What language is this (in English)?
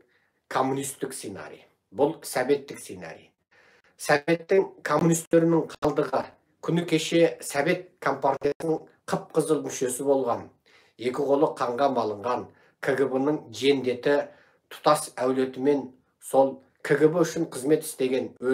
Kazakh